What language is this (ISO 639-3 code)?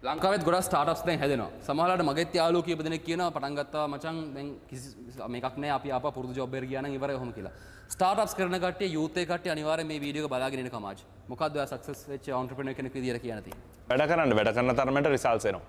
sin